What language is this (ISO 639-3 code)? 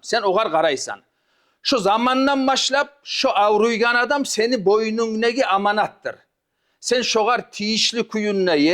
kum